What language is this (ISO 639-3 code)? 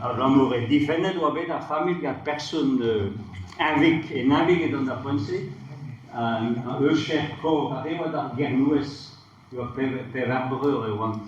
bre